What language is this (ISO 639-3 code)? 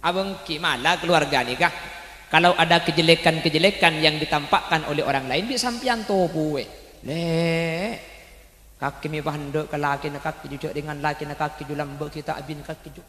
mad